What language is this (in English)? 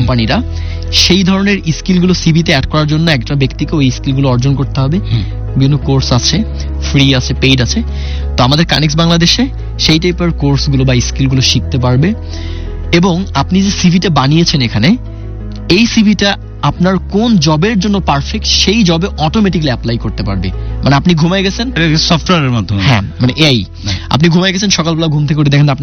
Bangla